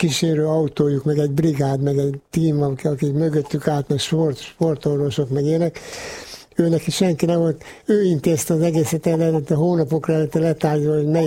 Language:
Hungarian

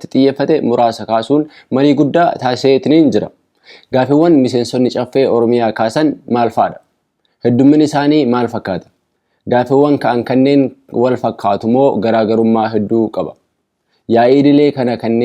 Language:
Oromo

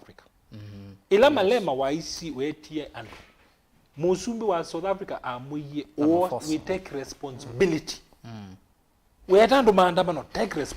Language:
Kamba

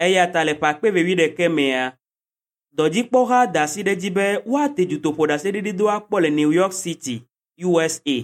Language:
Ewe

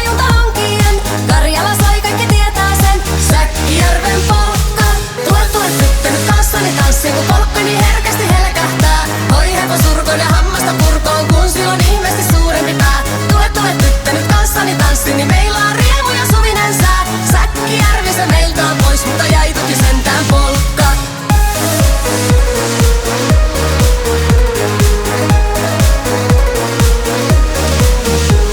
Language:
Finnish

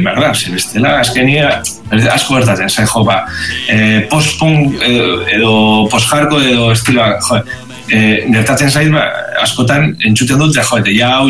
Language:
Basque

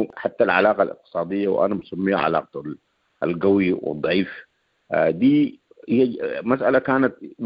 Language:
Sudanese Arabic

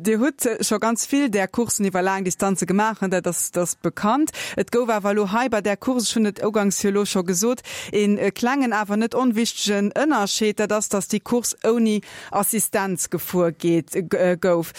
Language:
Luxembourgish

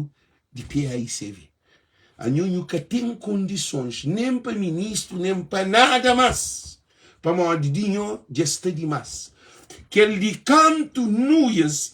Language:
Kabuverdianu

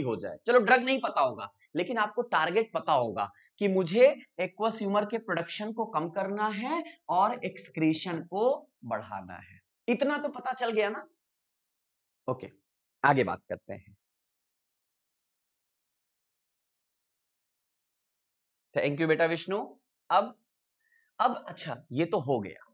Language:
Hindi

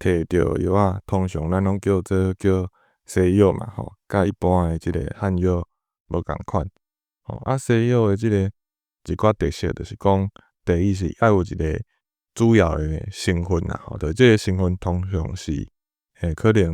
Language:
Min Nan Chinese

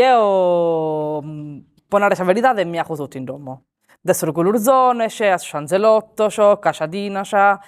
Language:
Sardinian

